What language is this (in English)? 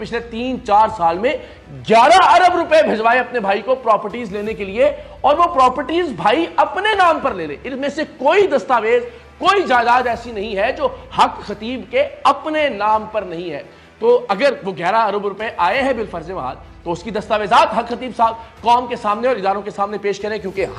Urdu